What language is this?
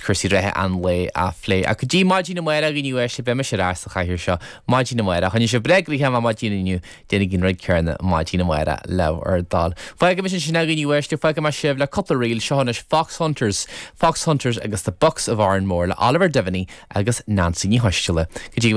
Irish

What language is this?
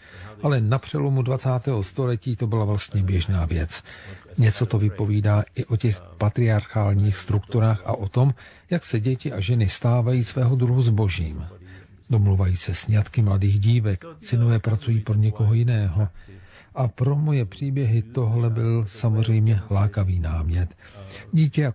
Czech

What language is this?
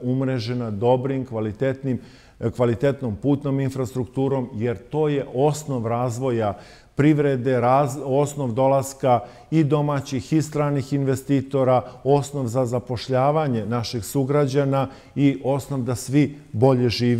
Serbian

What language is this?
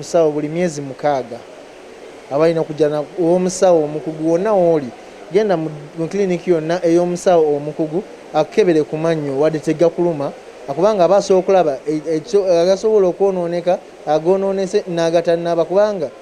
Ganda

